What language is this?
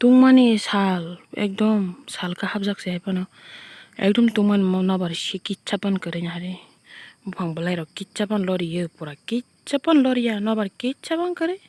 Kok Borok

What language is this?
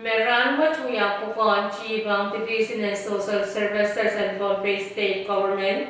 Pohnpeian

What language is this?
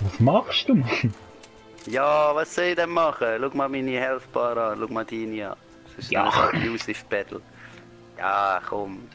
Swiss German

